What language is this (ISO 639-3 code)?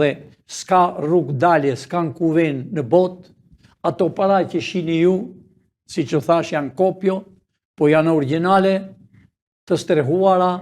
sqi